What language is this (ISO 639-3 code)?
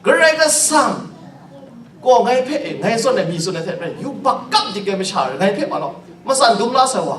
kac